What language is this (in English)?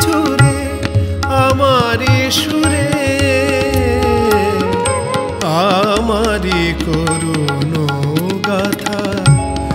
Bangla